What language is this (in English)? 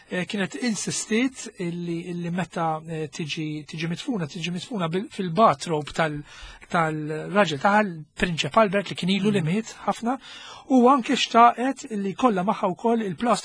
Maltese